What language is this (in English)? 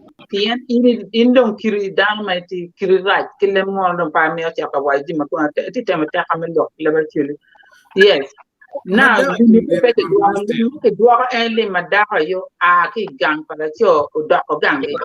Acoli